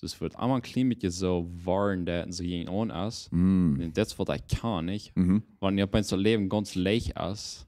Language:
Plautdietsch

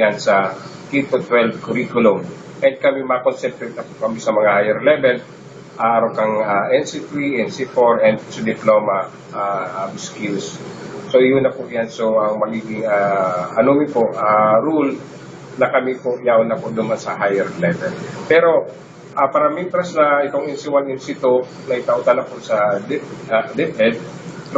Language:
Bikol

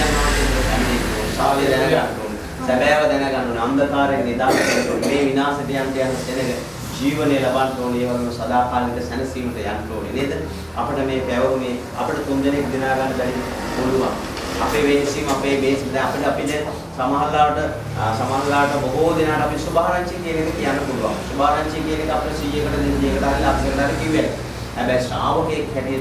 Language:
Sinhala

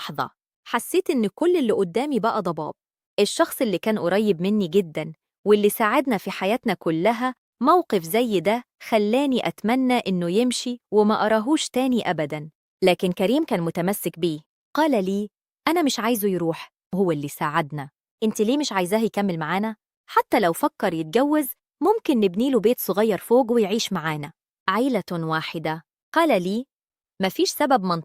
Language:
Egyptian Arabic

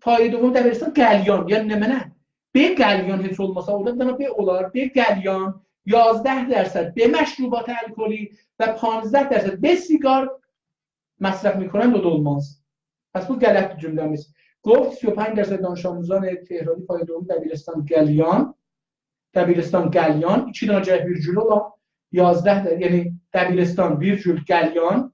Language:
South Azerbaijani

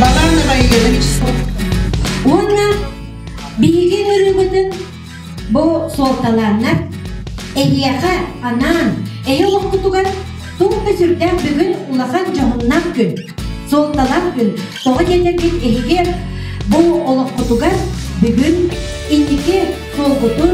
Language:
Yakut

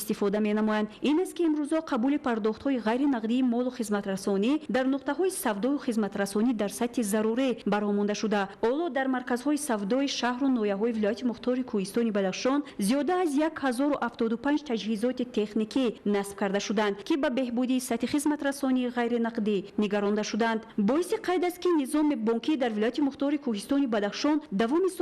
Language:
Tajik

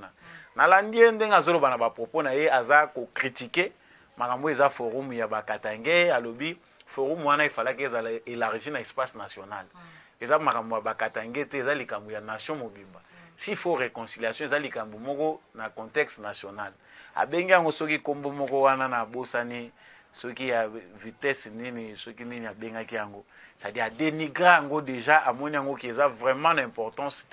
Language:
Lingala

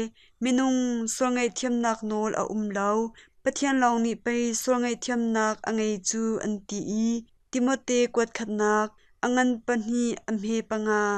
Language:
Hakha Chin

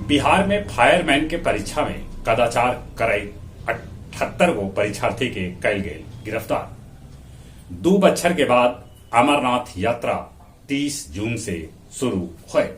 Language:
Magahi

